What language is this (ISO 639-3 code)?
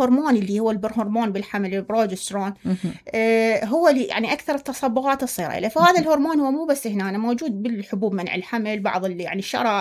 acm